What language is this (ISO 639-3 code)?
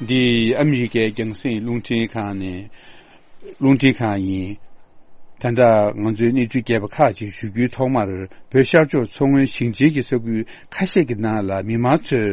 bod